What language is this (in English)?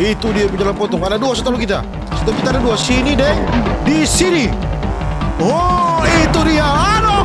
Manado Malay